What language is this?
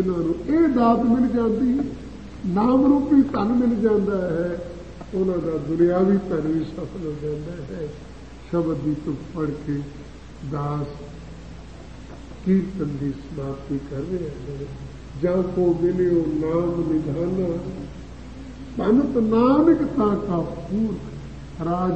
Punjabi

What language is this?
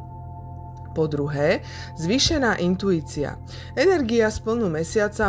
Slovak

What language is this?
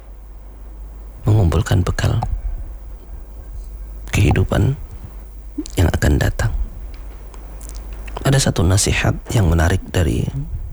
Indonesian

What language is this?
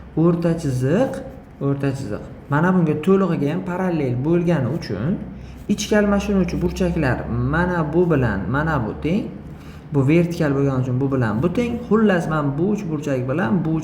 Uzbek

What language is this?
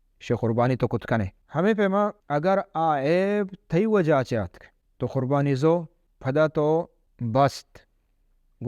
Baluchi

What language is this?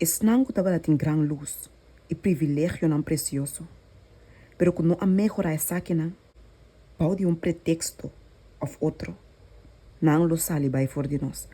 Papiamento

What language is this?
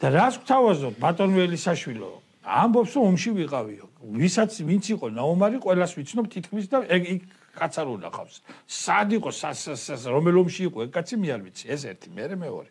Georgian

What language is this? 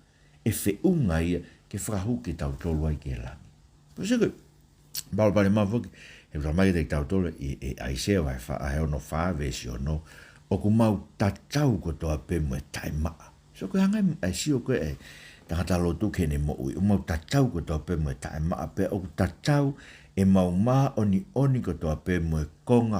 Tongan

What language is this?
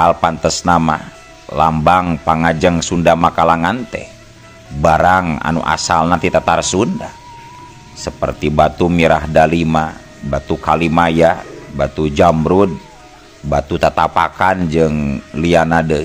Sundanese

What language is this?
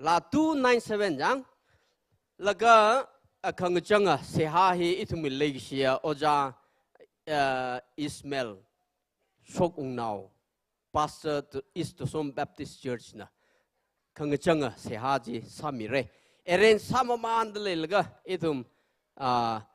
Tangkhul Naga (India)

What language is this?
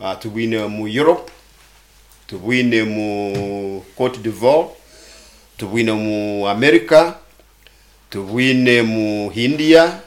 Nyoro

